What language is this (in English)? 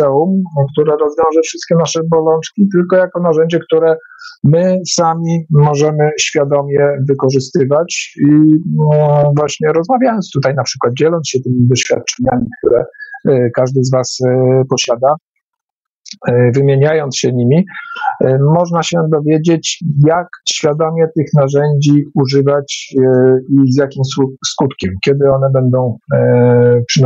Polish